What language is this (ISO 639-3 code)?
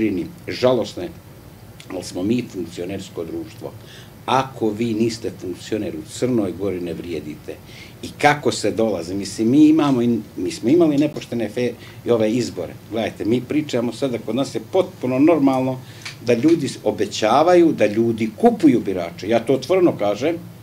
srp